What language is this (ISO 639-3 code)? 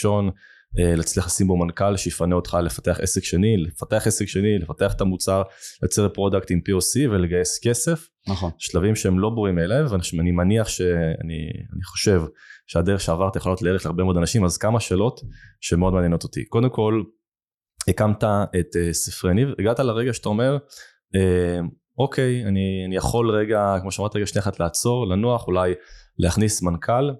heb